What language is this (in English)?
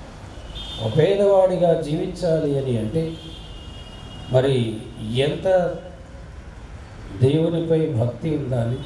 Telugu